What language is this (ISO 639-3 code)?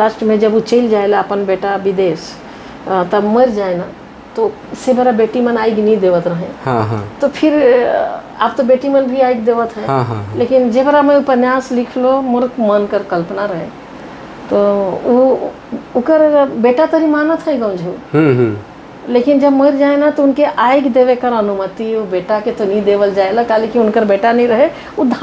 sck